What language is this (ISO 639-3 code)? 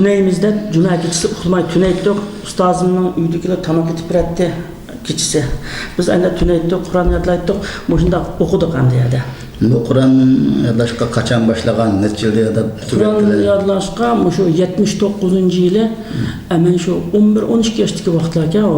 uig